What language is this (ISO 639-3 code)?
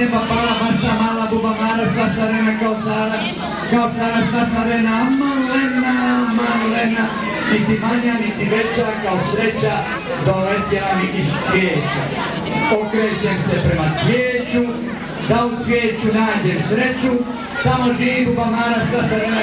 bos